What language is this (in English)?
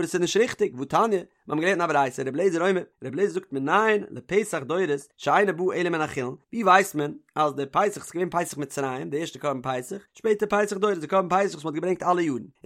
Yiddish